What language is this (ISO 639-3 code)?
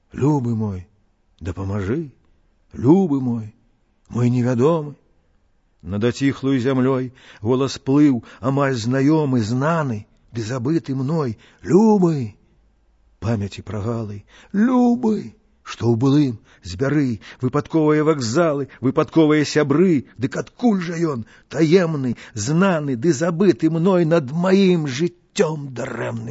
bel